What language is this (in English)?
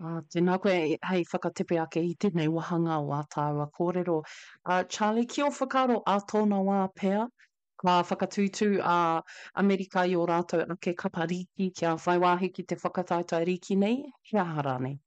Māori